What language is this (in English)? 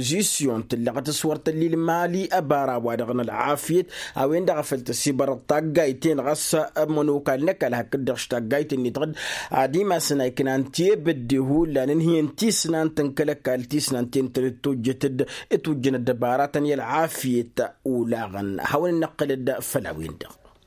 Tamasheq